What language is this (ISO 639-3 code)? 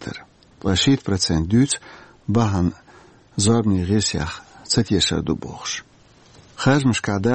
che